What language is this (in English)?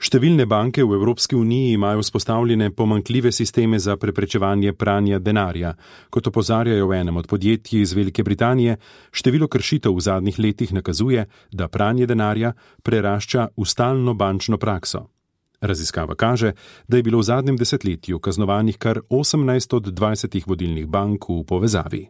Slovenian